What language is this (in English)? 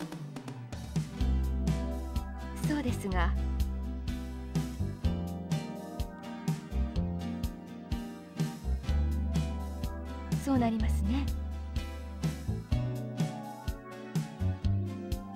Japanese